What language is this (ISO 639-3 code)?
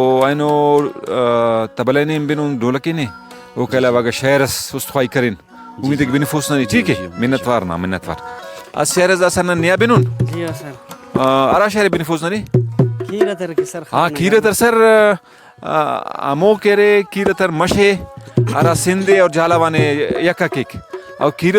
brh